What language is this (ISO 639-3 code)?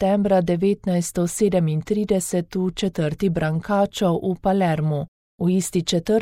slv